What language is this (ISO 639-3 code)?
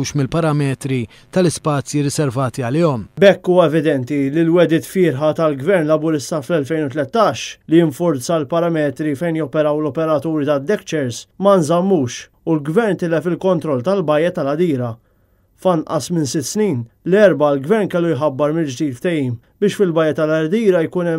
mlt